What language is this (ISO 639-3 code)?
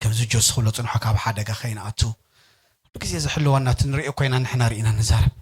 tir